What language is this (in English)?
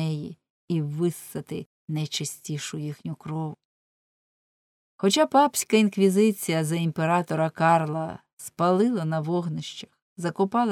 Ukrainian